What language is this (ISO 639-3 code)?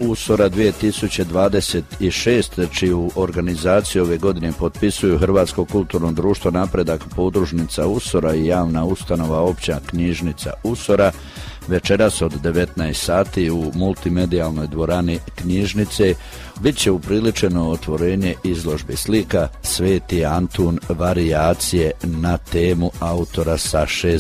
hrv